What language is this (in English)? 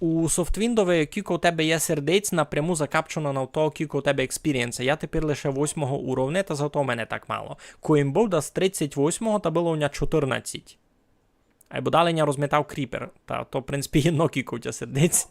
Rusyn